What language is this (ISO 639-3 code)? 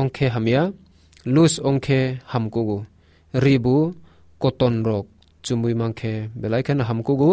trp